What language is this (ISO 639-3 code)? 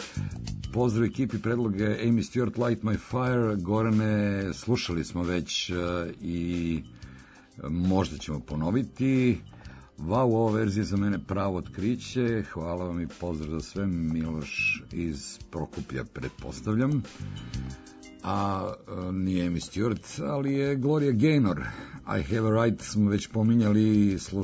srp